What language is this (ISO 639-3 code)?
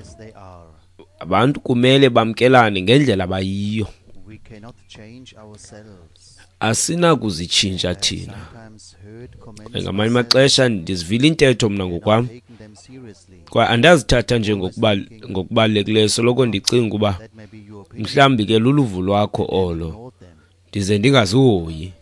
xho